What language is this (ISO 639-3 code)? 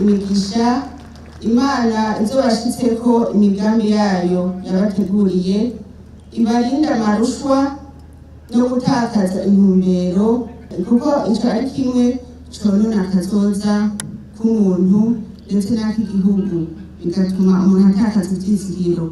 run